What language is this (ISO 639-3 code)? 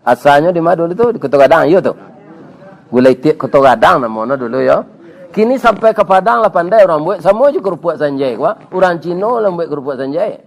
min